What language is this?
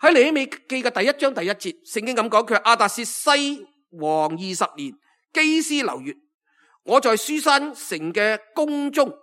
Cantonese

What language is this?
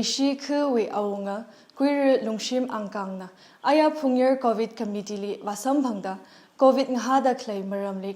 Tangkhul Naga (India)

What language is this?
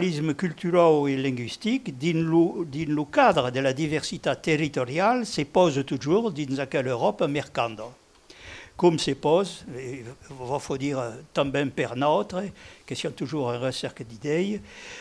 Occitan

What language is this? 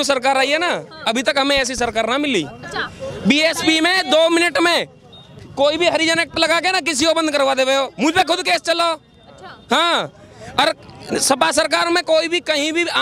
Hindi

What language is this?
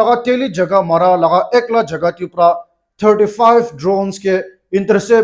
Naga Pidgin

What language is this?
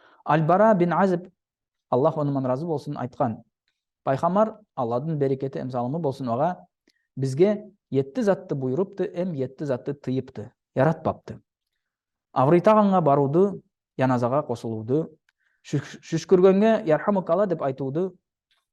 Nogai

